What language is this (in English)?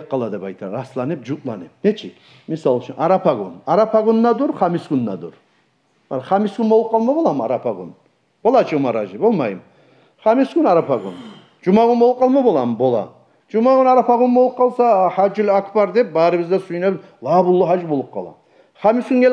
Kumyk